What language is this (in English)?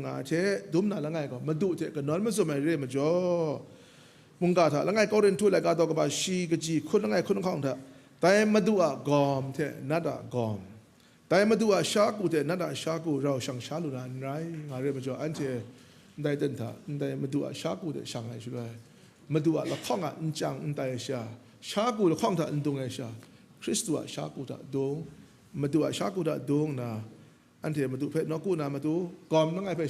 Kachin